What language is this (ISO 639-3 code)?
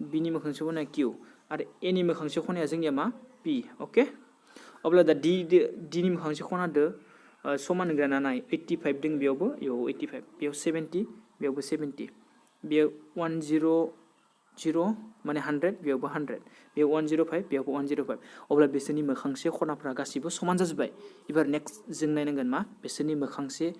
brx